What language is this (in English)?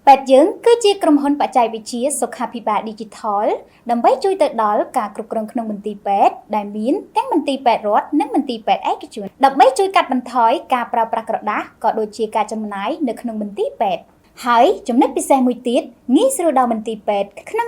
Khmer